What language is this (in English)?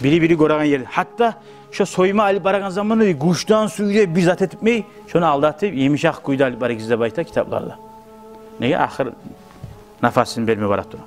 Kumyk